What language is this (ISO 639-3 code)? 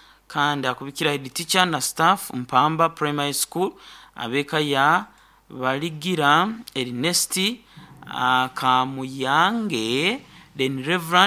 nyo